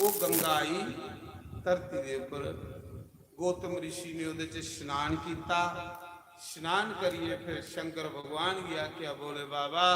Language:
Dogri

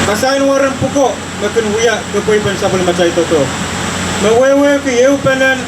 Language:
Pohnpeian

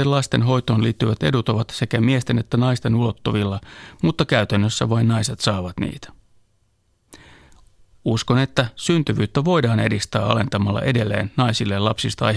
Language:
Finnish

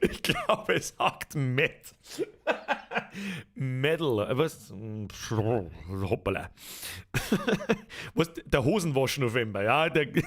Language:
Bavarian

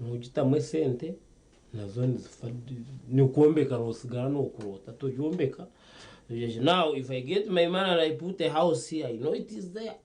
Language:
Nyankole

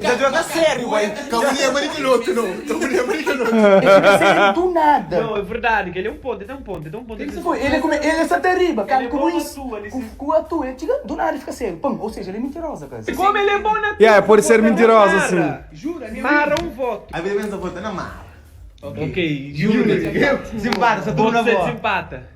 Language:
Kabuverdianu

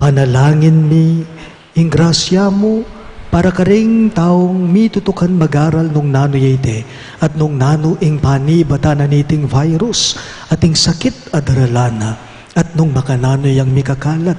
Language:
Pampanga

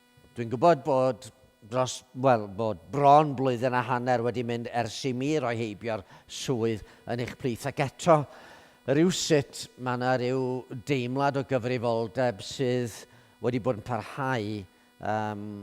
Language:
Welsh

